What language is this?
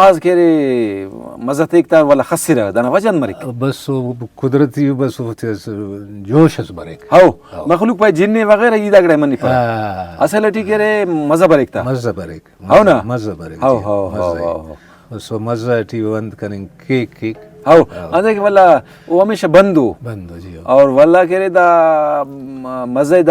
Brahui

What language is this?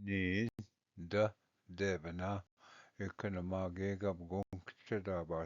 Ojibwa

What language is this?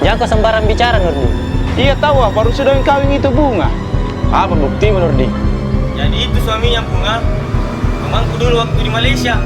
Makassar Malay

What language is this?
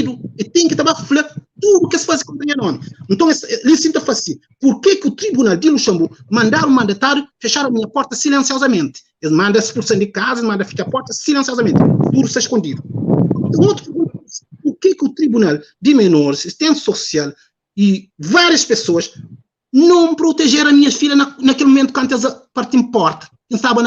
Kabuverdianu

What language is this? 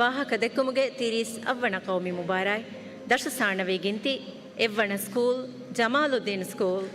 Divehi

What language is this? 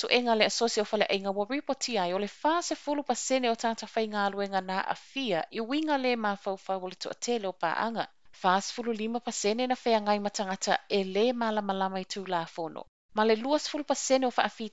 Samoan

